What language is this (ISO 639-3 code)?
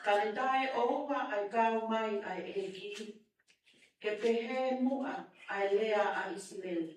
ton